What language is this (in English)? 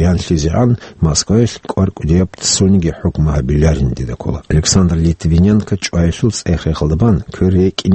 Avaric